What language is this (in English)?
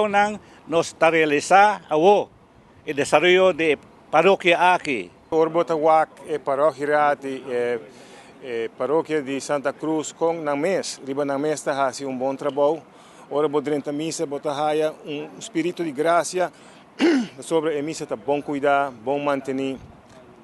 Papiamento